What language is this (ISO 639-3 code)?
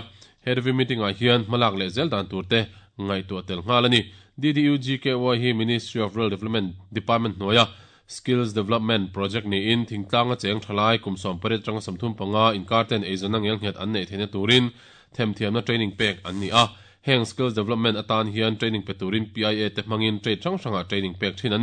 lus